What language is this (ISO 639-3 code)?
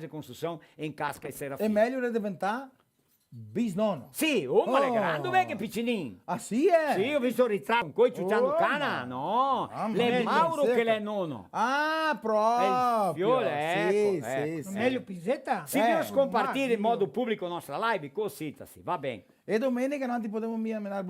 vec